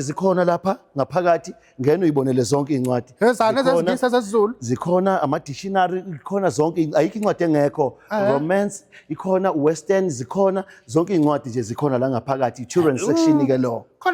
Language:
Zulu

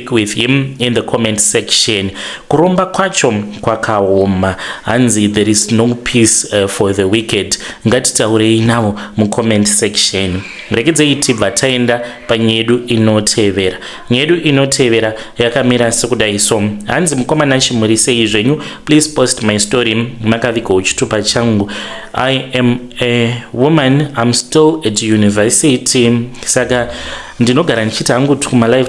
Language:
Shona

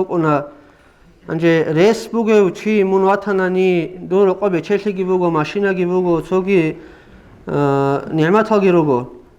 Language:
Avaric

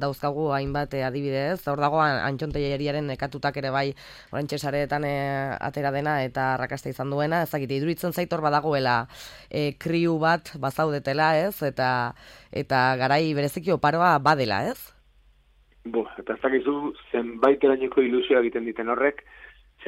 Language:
Basque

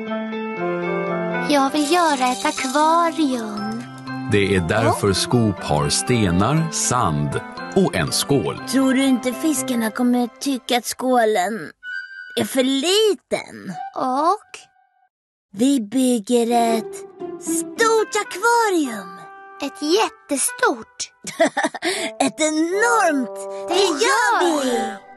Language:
Swedish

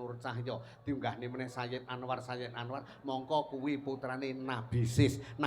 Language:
Javanese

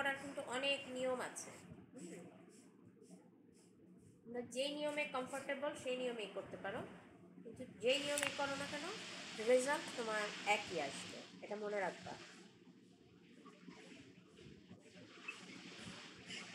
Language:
Bangla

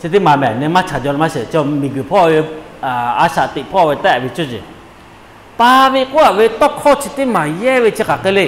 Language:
Lahu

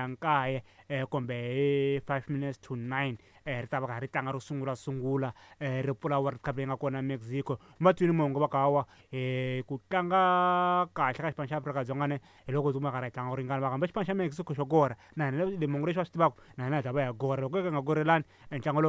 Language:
Tsonga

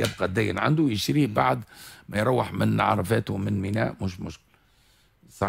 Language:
Tunisian Arabic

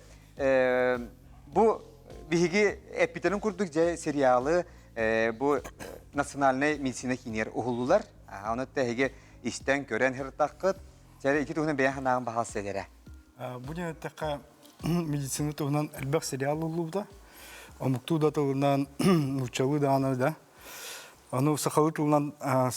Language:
Yakut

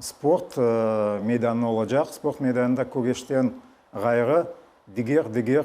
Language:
Crimean Tatar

